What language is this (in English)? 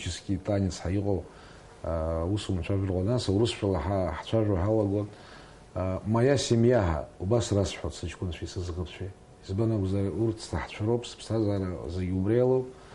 Abkhazian